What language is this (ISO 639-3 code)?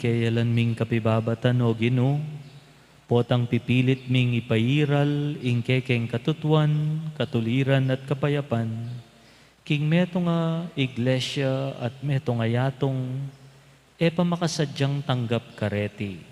pam